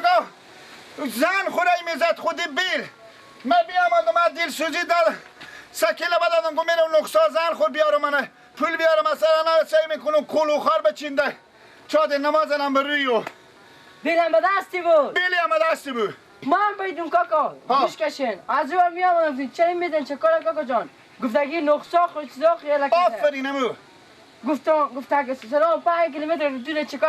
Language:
Persian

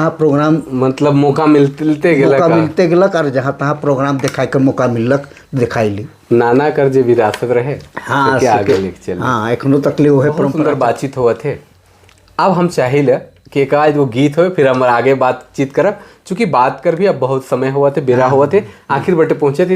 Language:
Sadri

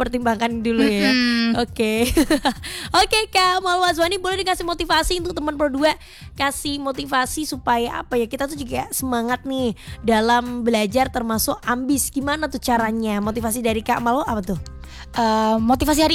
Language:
Indonesian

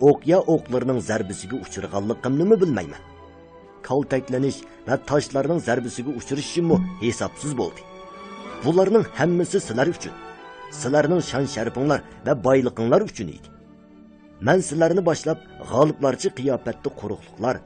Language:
Uyghur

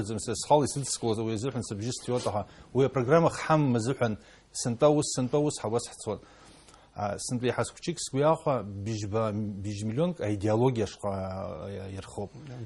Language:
Abkhazian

